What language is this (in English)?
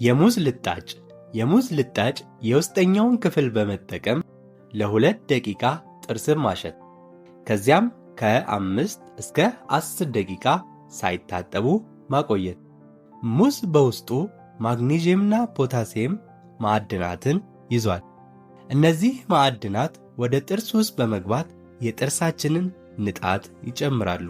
Amharic